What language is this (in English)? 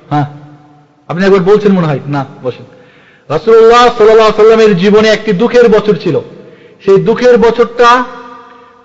Bangla